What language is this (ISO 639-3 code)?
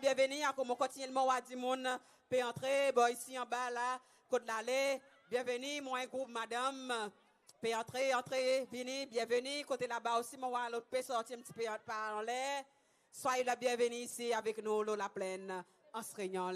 crs